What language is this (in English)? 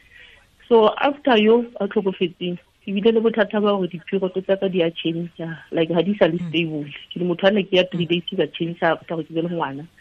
Tswana